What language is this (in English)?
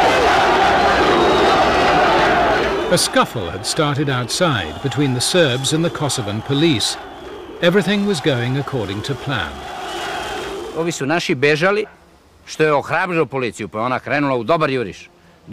Serbian